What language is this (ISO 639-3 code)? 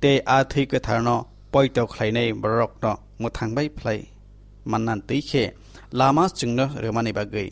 trp